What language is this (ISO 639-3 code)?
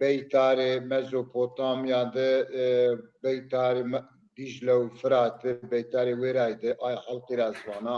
zza